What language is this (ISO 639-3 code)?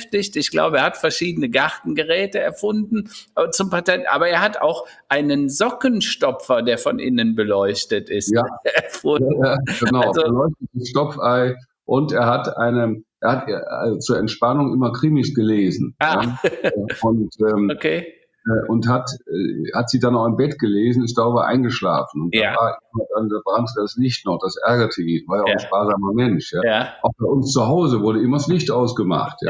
deu